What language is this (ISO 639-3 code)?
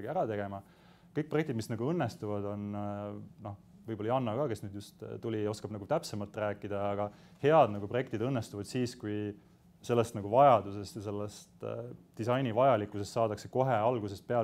est